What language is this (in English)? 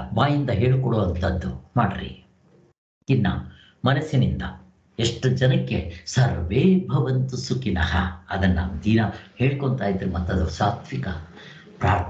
Kannada